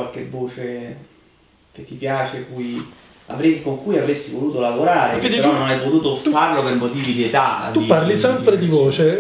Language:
Italian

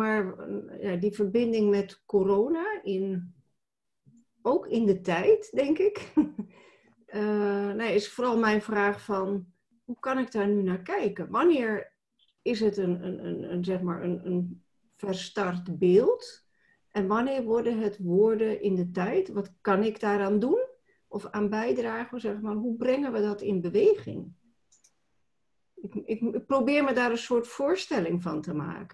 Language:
Dutch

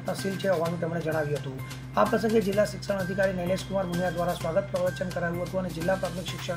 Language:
Gujarati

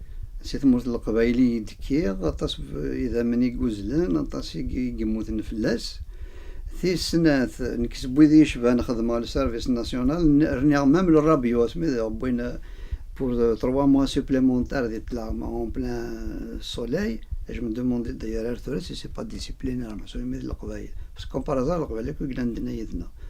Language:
Kabyle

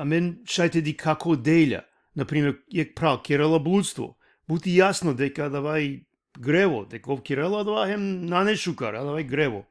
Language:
Balkan Romani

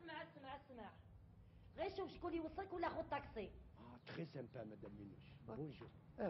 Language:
Algerian Arabic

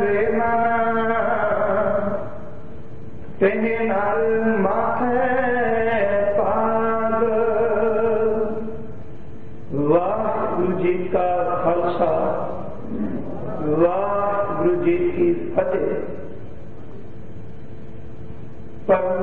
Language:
Punjabi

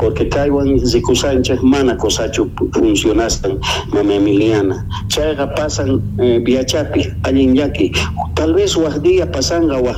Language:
Quechua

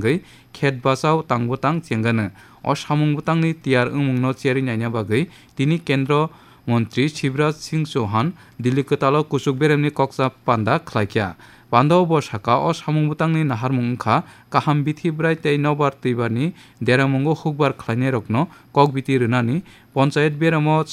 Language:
Kok Borok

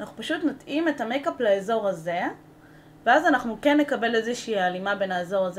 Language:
Hebrew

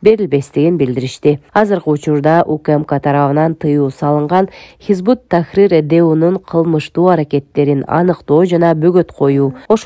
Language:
Kyrgyz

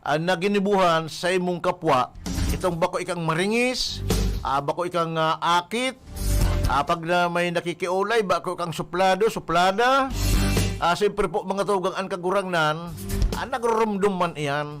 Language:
Bikol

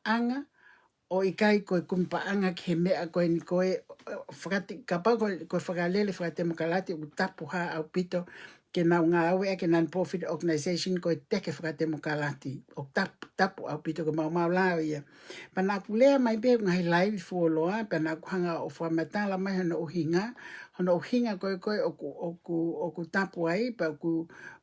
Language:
Tongan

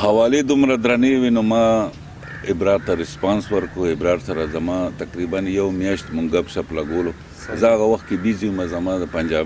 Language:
Pashto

